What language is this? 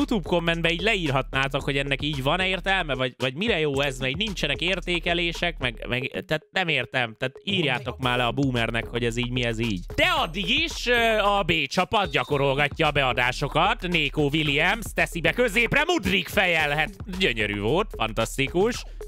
Hungarian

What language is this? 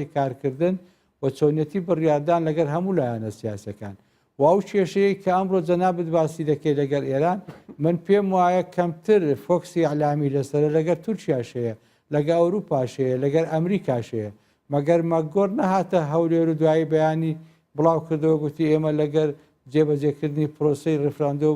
Central Kurdish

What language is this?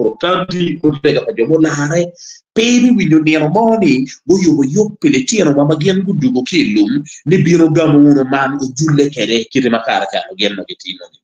Acoli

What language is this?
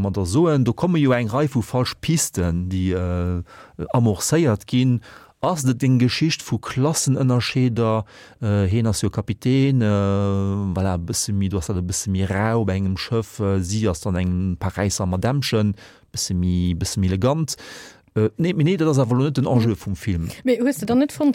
Luxembourgish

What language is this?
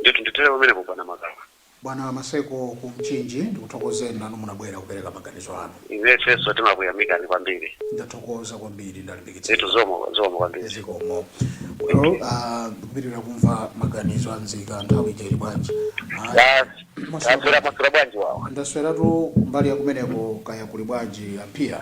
Nyanja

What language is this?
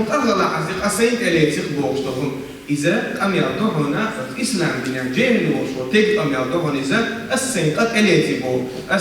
Chechen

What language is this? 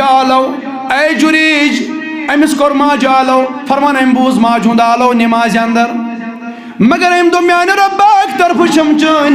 Kashmiri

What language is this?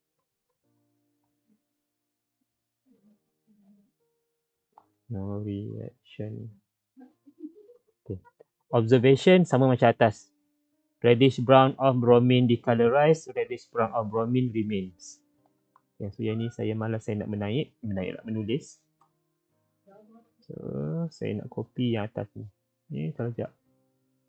Malay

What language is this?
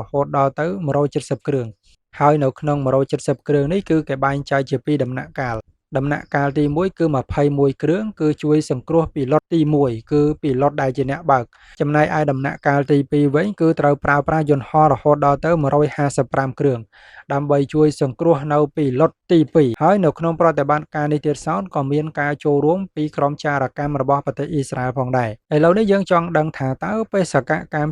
Khmer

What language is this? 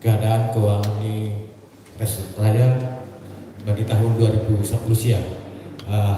Batak Simalungun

